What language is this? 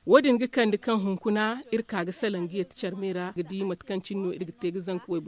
Zarma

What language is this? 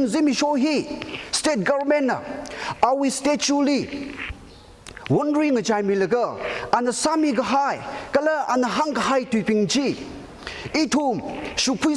Tangkhul Naga (India)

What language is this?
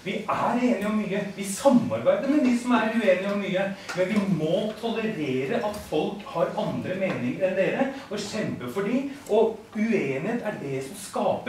Norwegian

